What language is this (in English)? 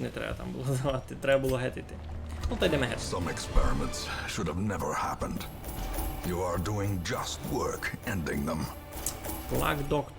Rusyn